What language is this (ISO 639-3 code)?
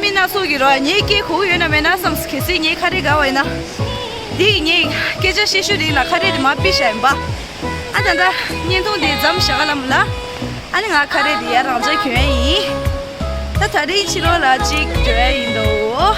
bod